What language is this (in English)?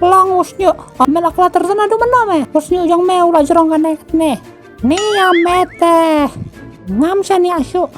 Khasi